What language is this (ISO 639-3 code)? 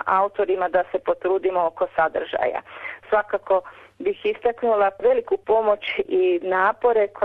hrv